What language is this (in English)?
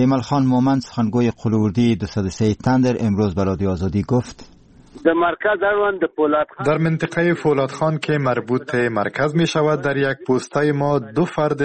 Persian